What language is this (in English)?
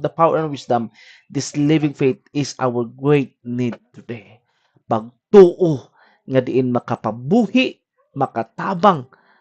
Cebuano